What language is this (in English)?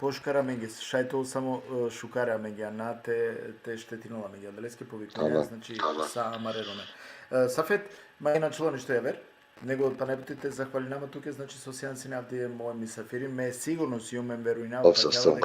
Balkan Romani